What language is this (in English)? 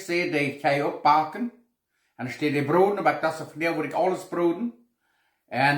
Plautdietsch